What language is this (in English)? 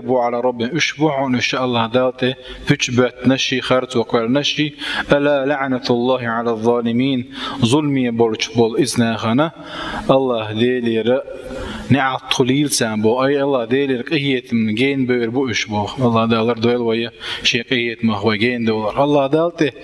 Chechen